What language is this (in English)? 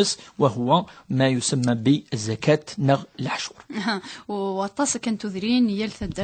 Kabyle